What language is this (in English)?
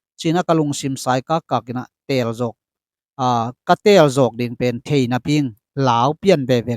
Tedim Chin